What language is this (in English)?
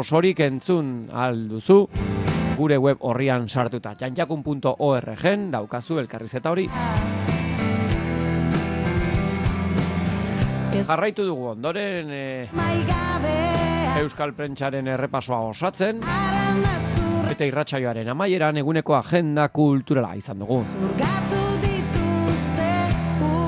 Basque